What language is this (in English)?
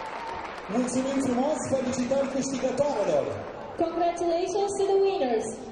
Romanian